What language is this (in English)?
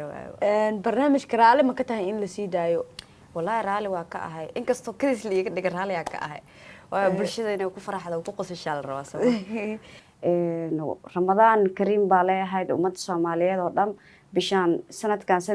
Somali